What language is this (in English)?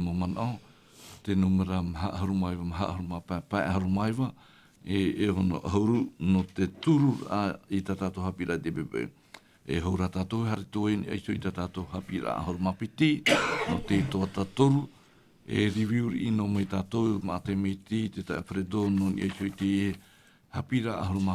Tahitian